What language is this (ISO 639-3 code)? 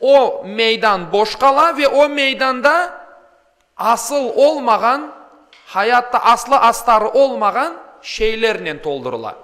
crh